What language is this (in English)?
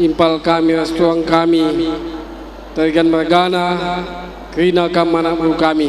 Batak Karo